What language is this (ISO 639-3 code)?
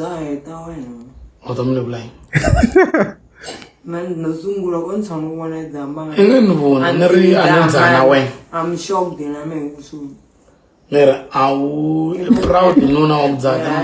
tso